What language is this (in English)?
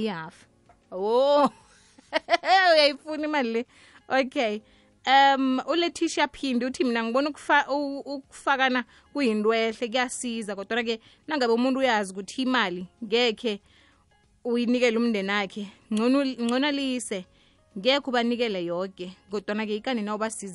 South Ndebele